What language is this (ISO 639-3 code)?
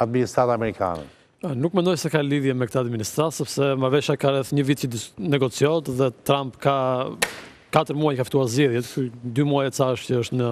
sqi